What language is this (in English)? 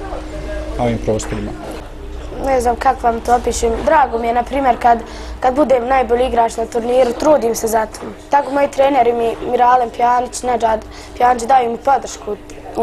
Bosnian